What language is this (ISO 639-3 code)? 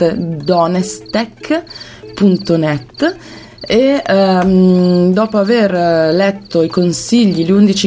ita